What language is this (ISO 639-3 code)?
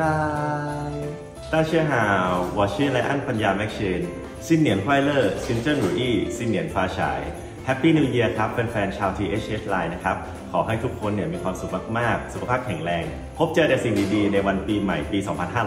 tha